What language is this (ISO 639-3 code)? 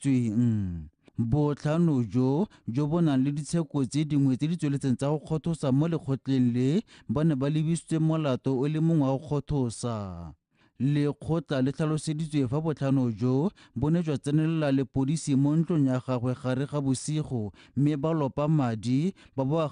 tsn